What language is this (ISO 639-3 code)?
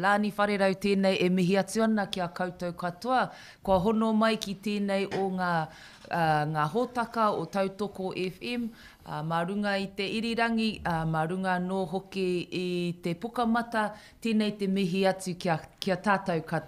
mri